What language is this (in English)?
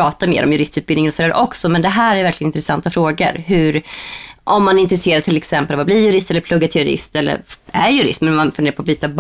Swedish